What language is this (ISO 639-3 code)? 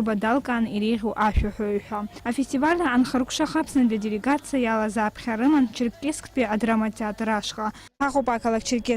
abk